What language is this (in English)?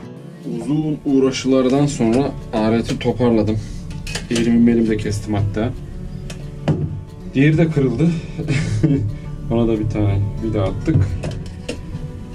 Turkish